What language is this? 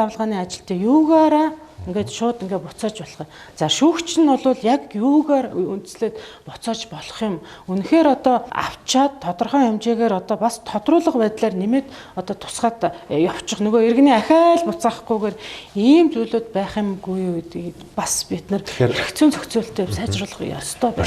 Mongolian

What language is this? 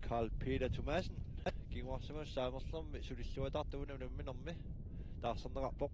Kalaallisut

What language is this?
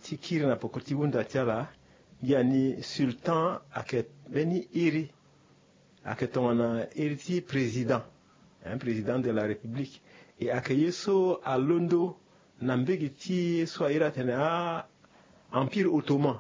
Sango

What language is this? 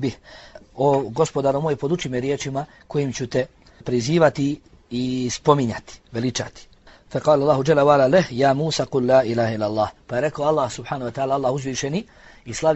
Bosnian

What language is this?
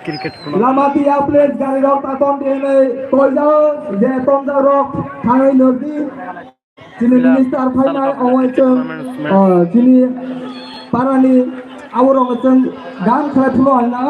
Kok Borok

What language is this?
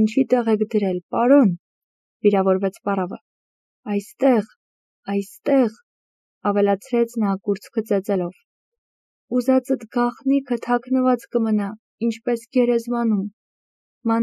Armenian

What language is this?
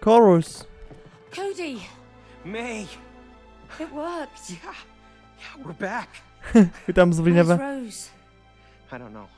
Kurdish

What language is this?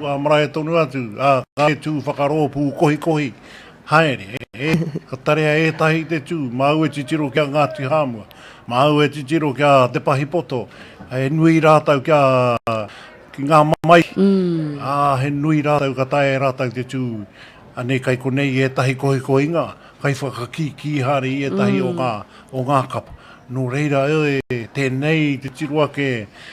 Māori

